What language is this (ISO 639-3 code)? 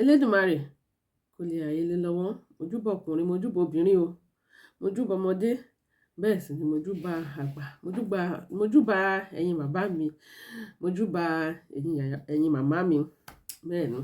yor